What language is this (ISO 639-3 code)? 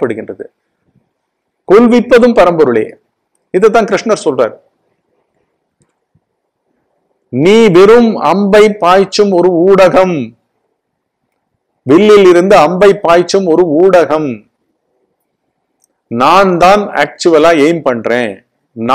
tam